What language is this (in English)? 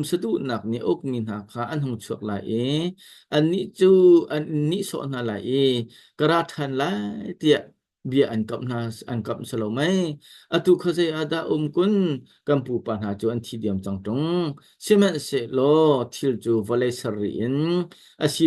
Hakha Chin